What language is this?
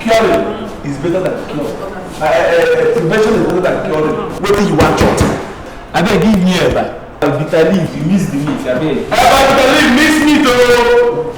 Nigerian Pidgin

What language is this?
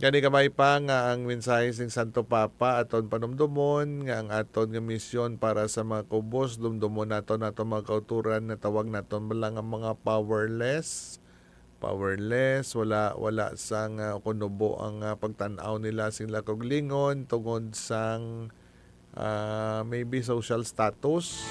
Hiligaynon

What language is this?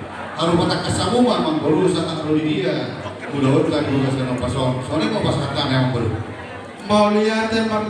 Batak Toba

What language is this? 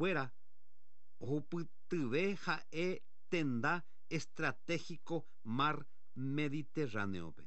Guarani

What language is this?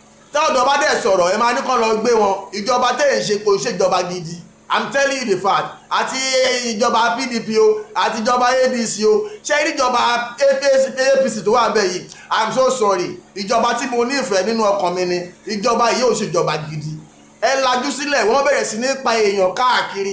Yoruba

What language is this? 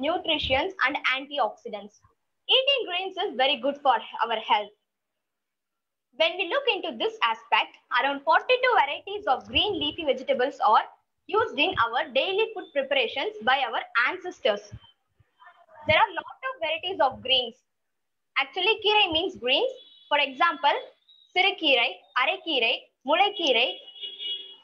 English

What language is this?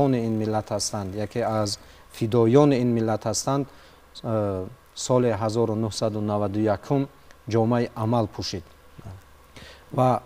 Tajik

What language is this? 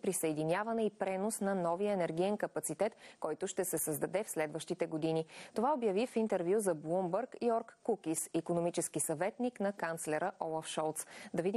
Bulgarian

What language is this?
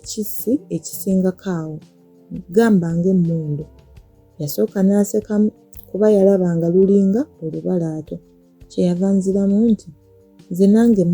Ganda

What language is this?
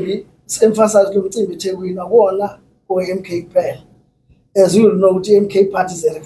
Zulu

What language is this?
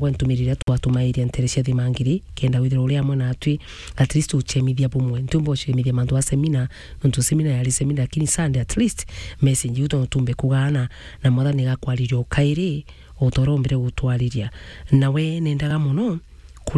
Meru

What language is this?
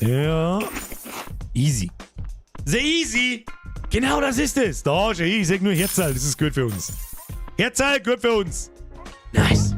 Bavarian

